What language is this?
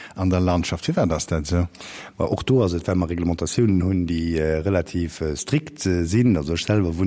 Luxembourgish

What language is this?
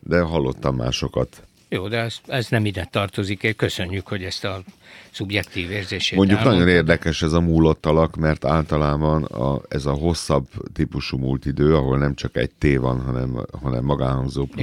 Hungarian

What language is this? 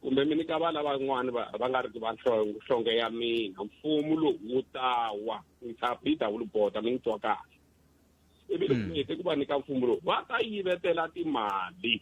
Tsonga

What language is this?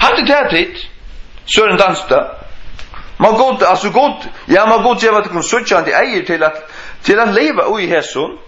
Faroese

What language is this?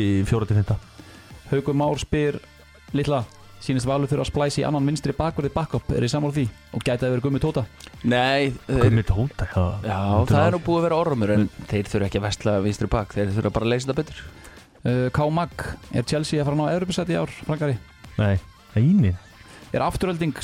Icelandic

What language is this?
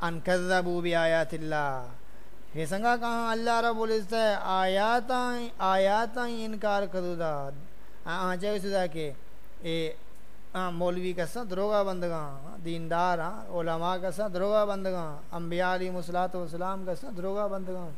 Saraiki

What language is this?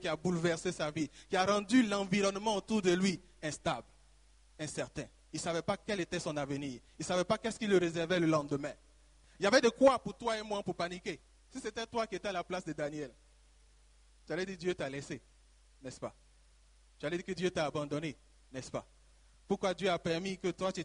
French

